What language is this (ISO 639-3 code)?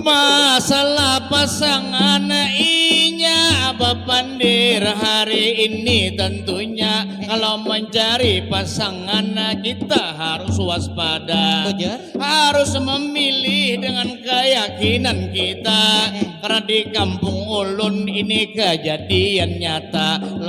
bjn